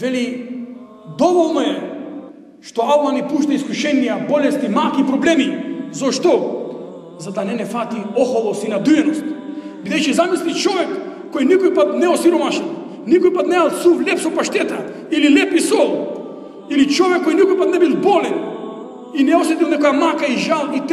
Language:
Macedonian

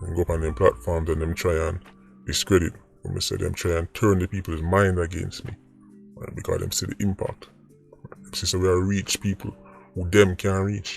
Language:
Jamaican Creole English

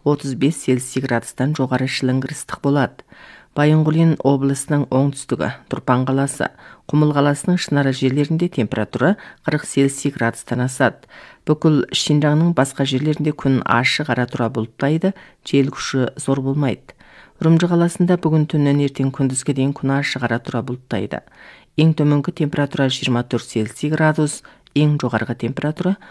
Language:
Kazakh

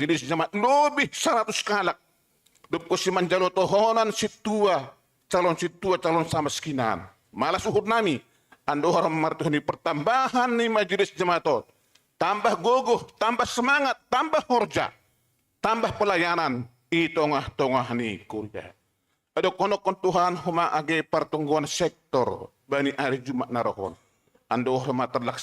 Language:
Batak Simalungun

